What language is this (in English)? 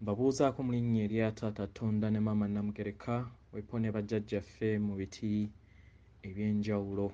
Ganda